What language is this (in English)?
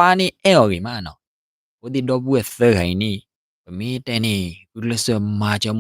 S'gaw Karen